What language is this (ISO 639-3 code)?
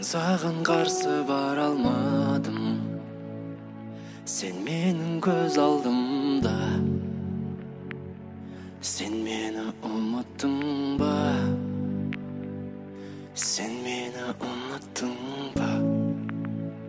kaz